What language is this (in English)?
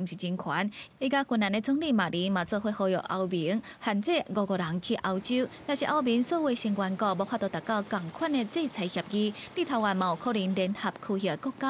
Min Nan Chinese